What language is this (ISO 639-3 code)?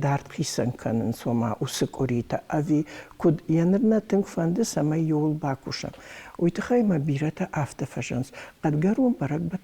oss